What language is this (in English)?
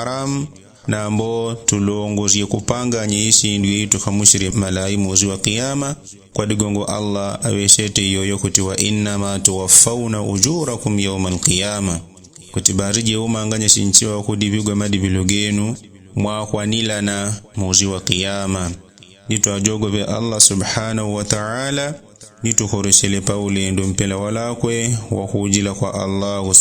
Yao